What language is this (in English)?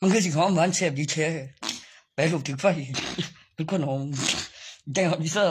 Northeastern Thai